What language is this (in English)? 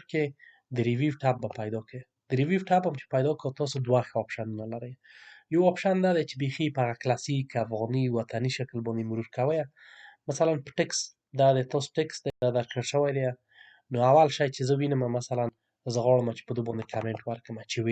Pashto